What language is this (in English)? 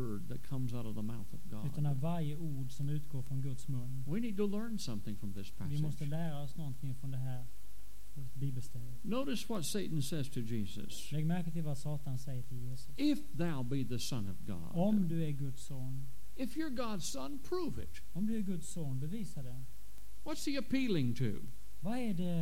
Swedish